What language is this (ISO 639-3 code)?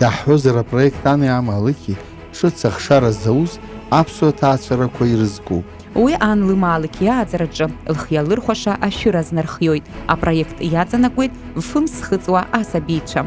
abk